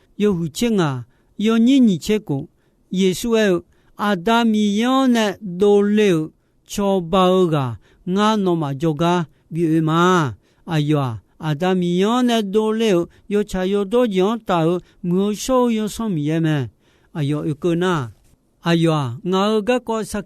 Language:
Akha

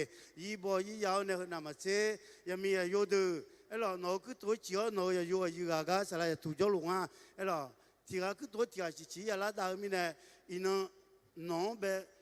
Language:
Akha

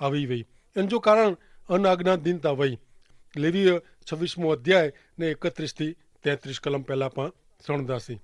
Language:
Kachhi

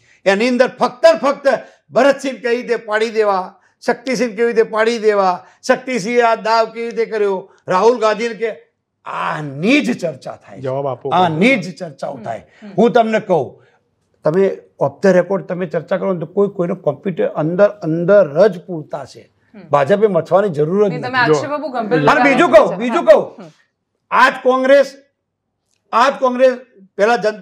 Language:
Gujarati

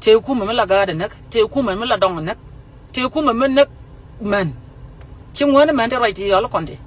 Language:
Nuer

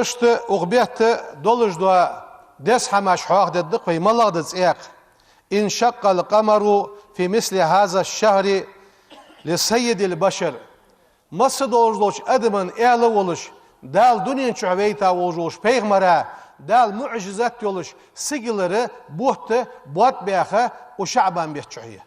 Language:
Ingush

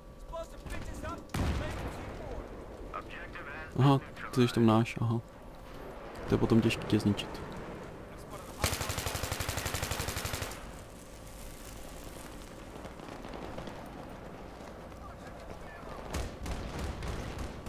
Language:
Czech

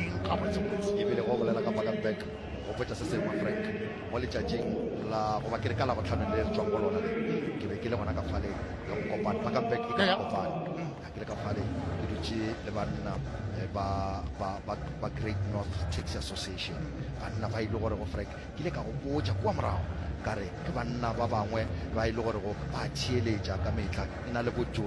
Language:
Northern Sotho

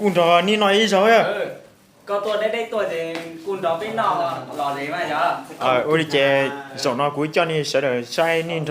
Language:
Hmong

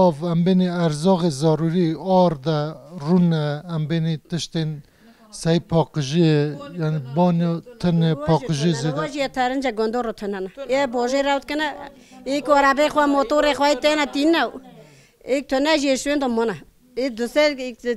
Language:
Kurdish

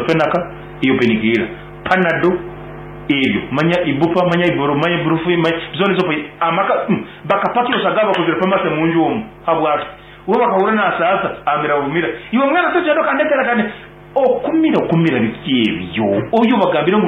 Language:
Nyankole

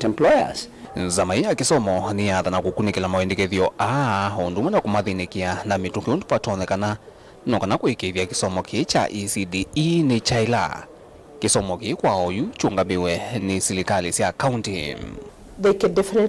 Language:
Kamba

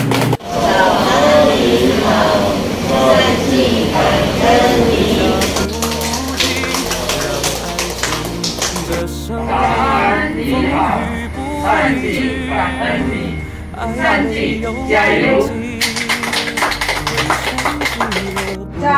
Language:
Chinese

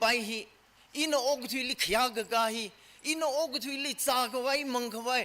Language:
Tangkhul Naga (India)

